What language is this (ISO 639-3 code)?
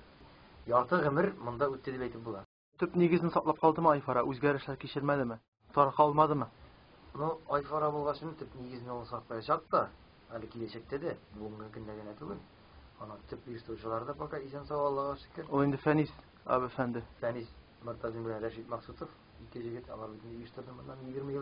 tat